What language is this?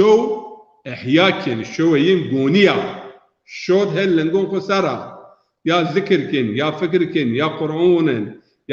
Zaza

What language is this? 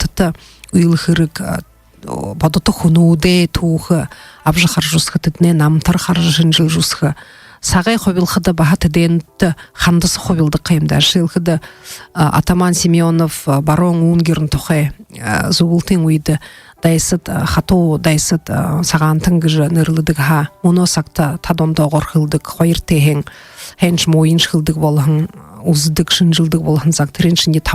Buriat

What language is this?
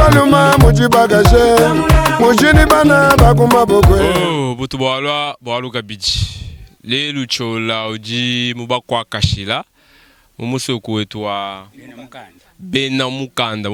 Luba-Lulua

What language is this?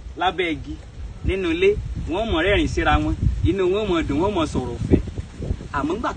Yoruba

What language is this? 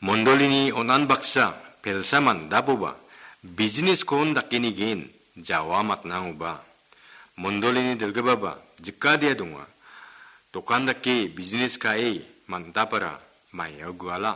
Garo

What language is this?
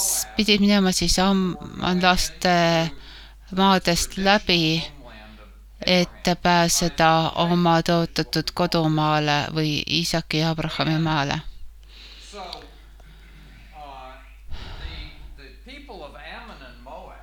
Estonian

